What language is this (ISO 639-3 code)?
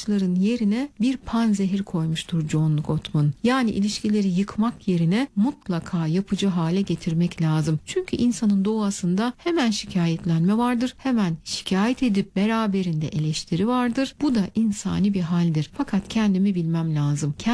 tur